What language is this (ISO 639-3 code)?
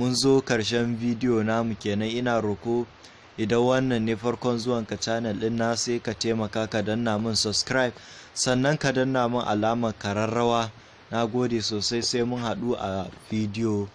hau